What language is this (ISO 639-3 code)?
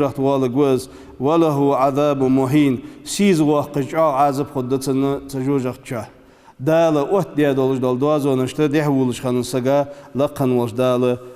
inh